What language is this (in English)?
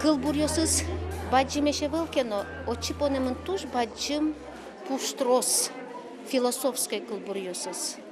Udmurt